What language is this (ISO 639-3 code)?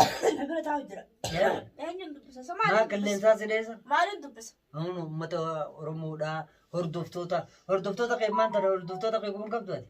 orm